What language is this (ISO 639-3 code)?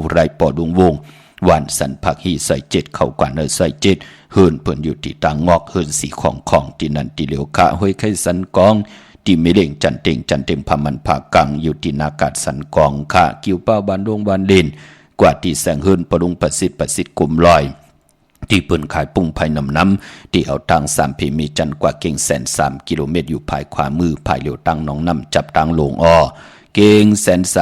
shn